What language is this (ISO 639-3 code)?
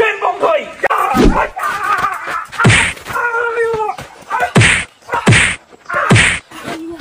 zho